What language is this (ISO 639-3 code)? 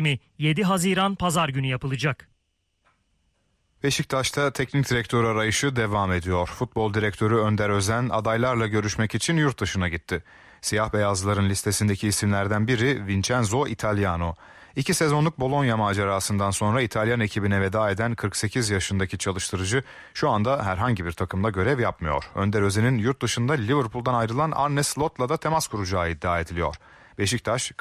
tur